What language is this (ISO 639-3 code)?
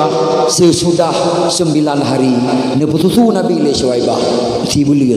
ace